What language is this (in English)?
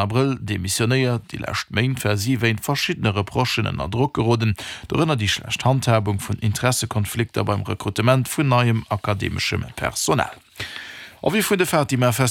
Luxembourgish